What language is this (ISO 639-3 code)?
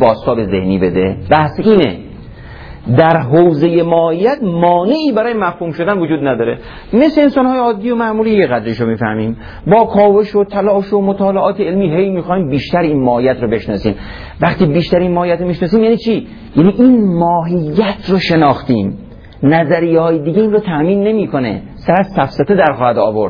fas